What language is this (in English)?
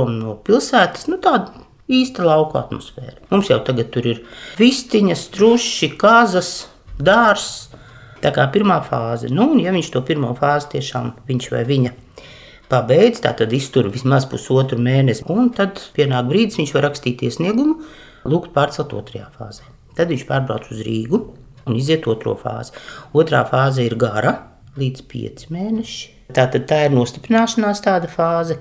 Latvian